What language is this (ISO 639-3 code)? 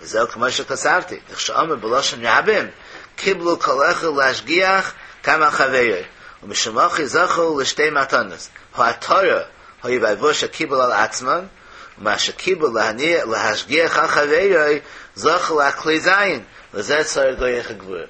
yid